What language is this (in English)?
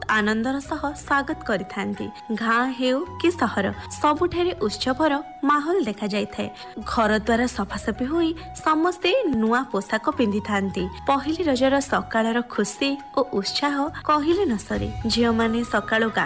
Odia